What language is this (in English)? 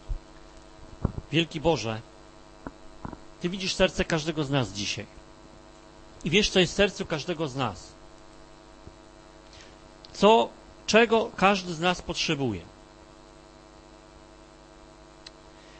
Polish